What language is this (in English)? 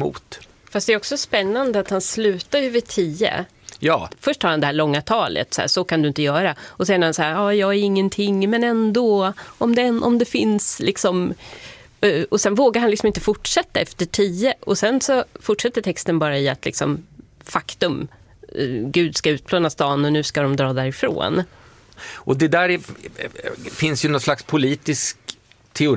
Swedish